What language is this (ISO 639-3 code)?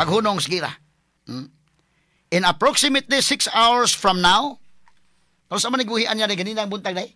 ceb